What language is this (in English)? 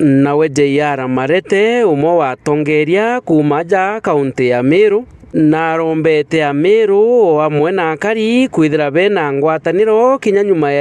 Meru